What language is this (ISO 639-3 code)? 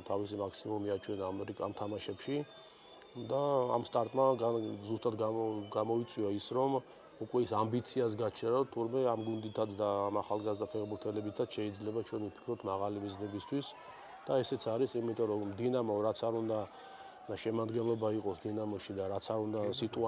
kat